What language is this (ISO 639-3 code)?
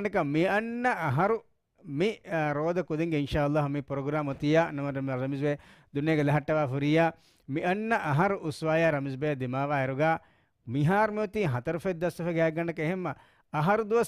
div